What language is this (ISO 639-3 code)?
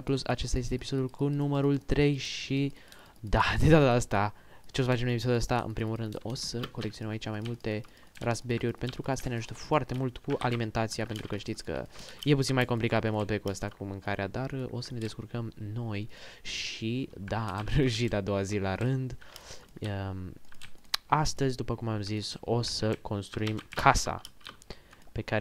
ron